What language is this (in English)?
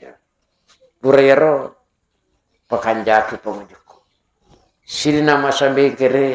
Buginese